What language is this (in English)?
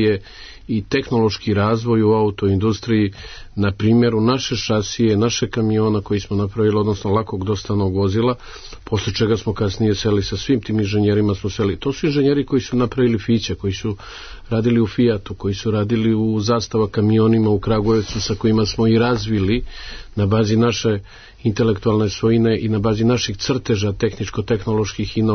Serbian